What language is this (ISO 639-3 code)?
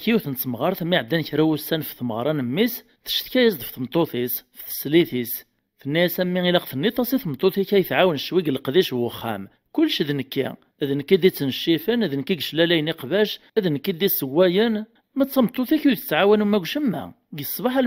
kab